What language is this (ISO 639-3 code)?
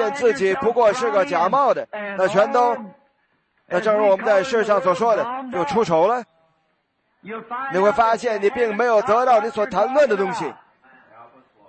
zho